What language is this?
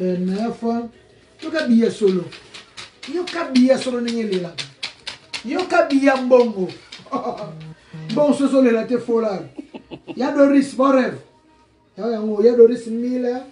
Lingala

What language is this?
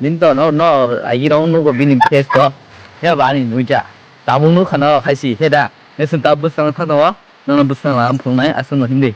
Kok Borok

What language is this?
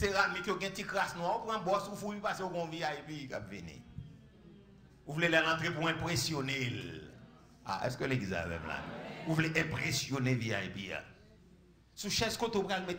French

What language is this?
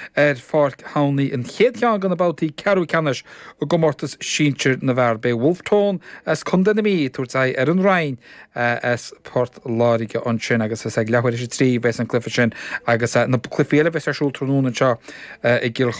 Irish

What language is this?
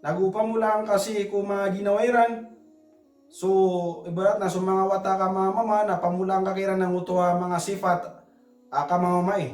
Maranao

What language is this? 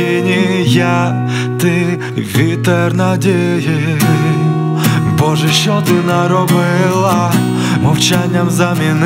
Ukrainian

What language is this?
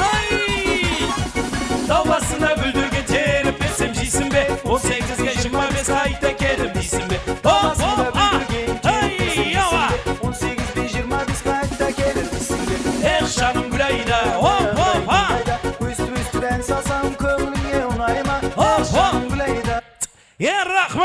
Kara-Kalpak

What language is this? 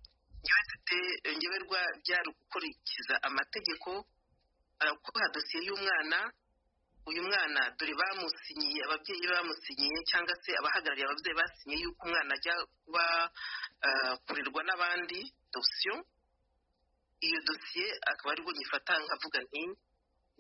Kinyarwanda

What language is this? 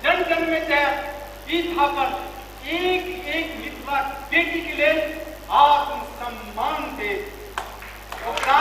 Maithili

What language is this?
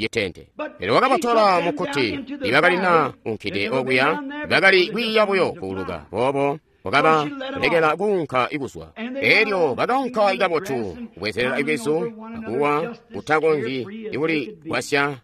Tonga (Zambia)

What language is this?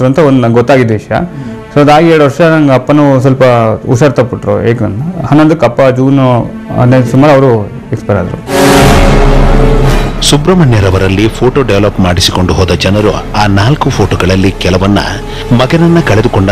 Kannada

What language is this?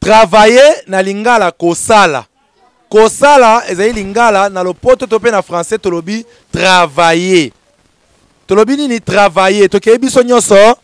Lingala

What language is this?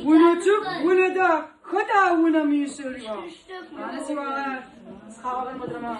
Adyghe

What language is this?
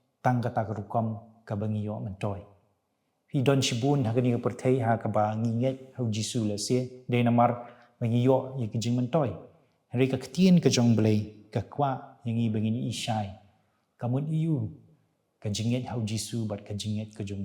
Khasi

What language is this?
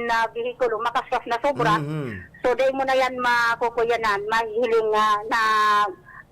Bikol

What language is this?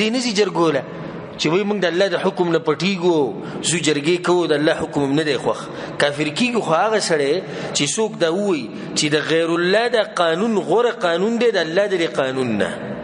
Pashto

